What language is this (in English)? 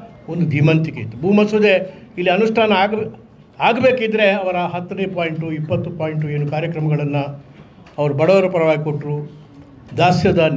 Kannada